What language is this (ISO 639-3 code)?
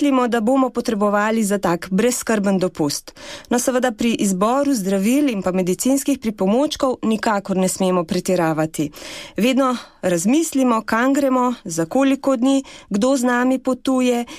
slv